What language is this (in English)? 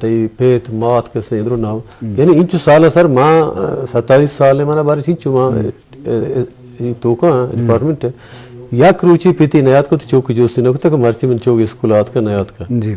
Eastern Balochi